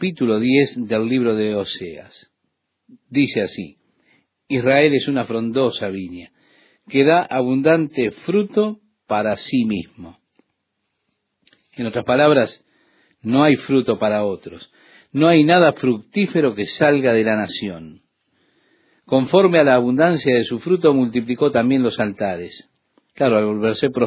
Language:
Spanish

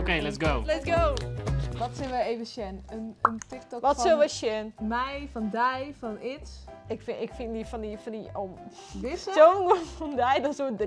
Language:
Western Frisian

